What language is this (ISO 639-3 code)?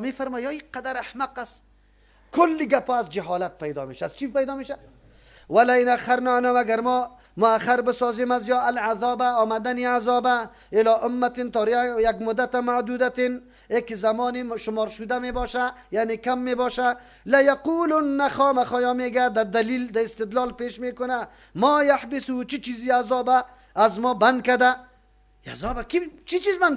fas